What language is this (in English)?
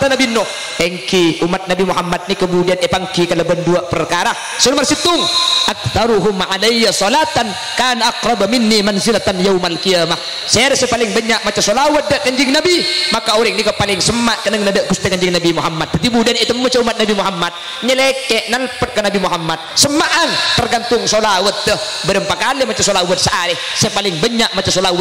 Madurese